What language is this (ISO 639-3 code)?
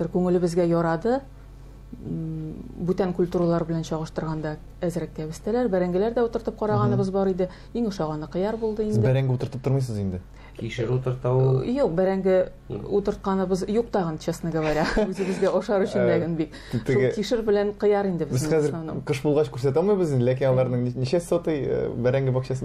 tat